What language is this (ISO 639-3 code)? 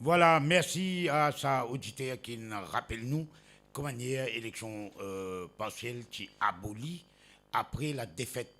mfe